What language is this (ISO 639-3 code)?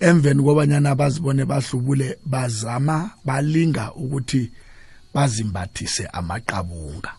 nbl